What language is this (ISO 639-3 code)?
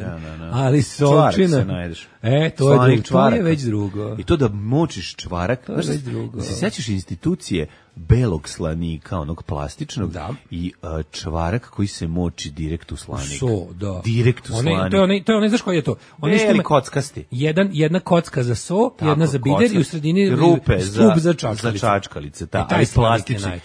srp